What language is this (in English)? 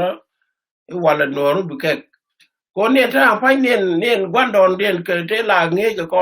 Nuer